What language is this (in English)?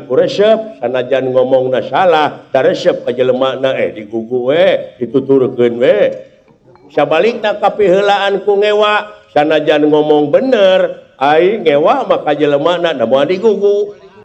Sundanese